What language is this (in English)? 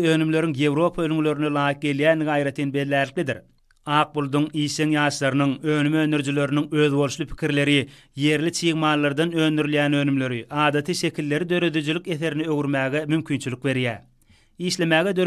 Turkmen